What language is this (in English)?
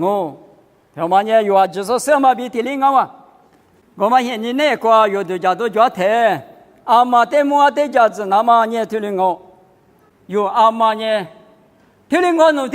Lisu